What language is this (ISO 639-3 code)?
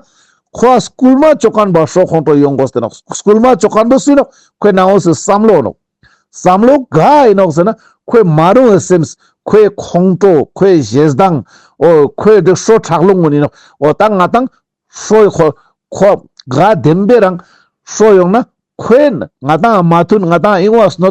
lbj